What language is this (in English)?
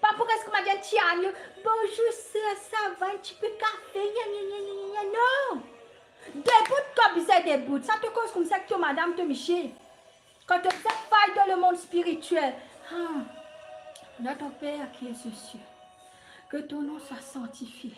Morisyen